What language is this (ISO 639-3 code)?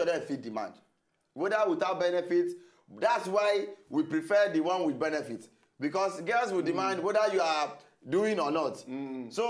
pcm